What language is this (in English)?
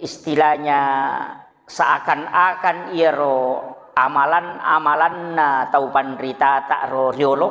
Buginese